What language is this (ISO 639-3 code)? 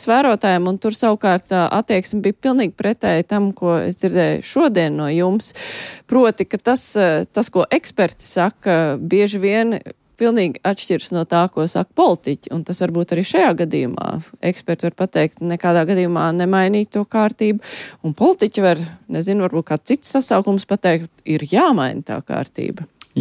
lav